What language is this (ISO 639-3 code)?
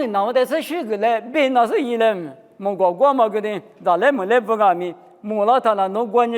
lis